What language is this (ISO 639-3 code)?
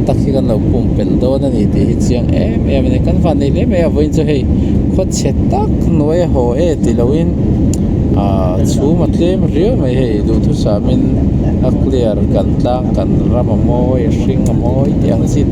lus